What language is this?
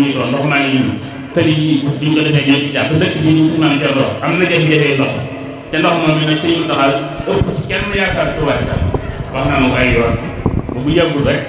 Wolof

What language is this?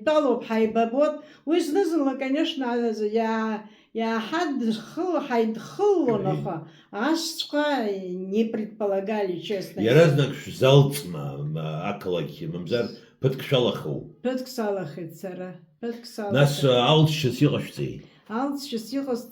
Abkhazian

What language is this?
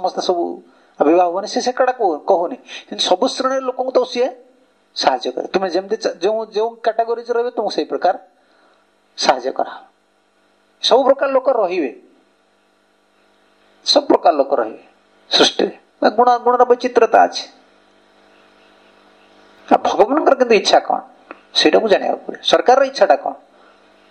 Odia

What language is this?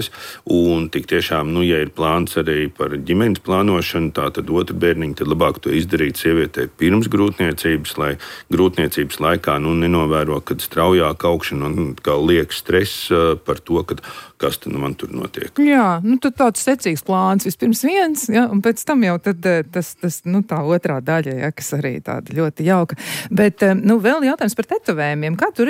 Latvian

